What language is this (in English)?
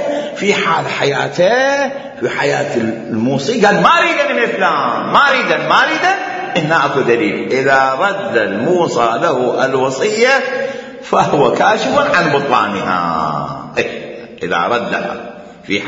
Mesopotamian Arabic